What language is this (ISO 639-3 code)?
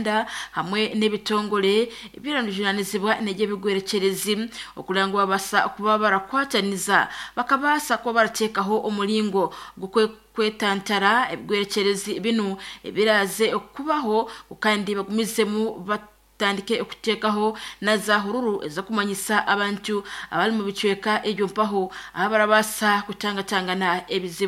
nyn